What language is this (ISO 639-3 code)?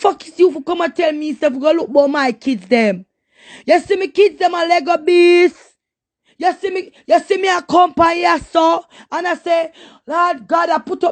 jam